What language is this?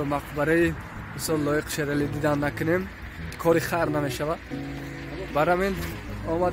Tajik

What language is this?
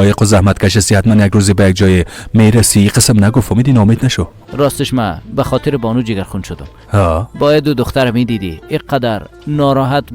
Persian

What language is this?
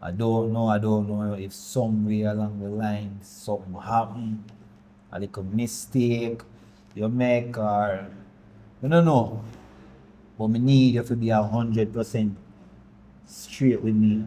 Jamaican Creole English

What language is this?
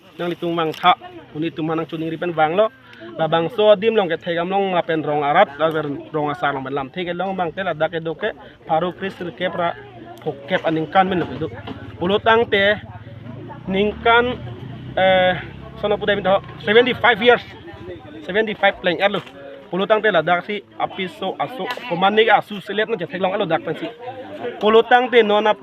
Karbi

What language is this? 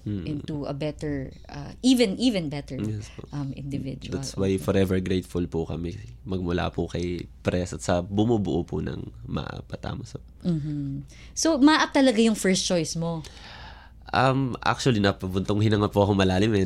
Filipino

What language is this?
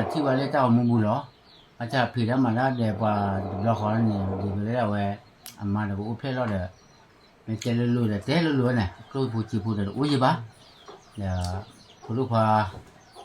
S'gaw Karen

